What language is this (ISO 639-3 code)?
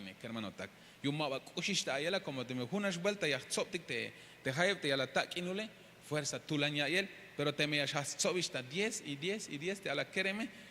tzh